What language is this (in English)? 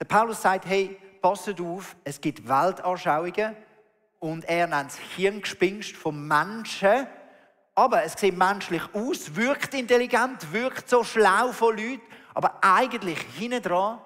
Swiss German